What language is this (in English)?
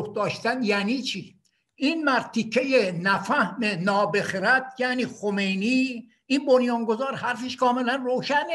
Persian